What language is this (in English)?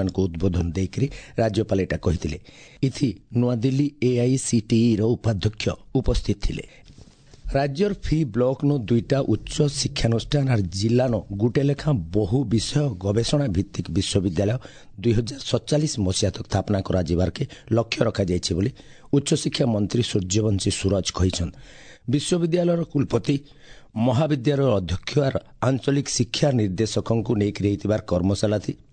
Odia